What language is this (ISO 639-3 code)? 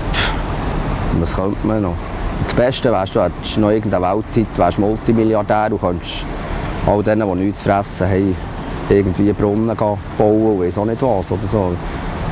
gsw